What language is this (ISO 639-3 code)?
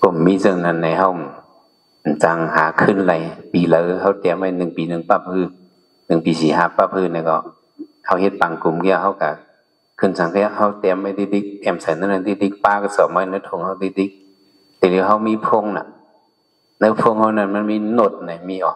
shn